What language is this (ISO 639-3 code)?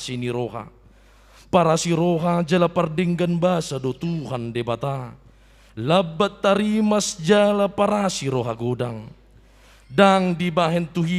bbc